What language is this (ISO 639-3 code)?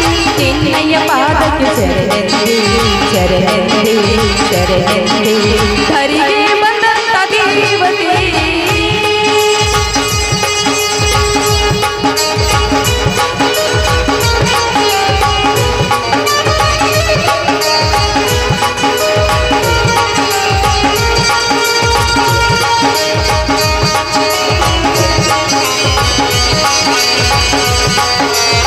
kan